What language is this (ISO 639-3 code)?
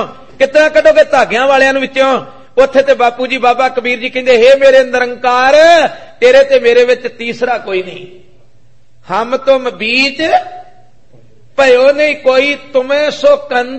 pan